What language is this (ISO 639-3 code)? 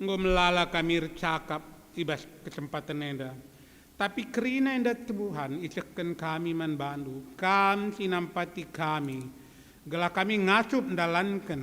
btx